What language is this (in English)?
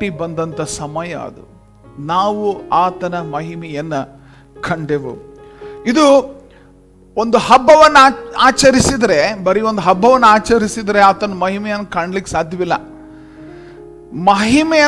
Kannada